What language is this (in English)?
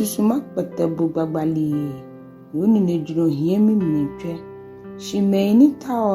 Ga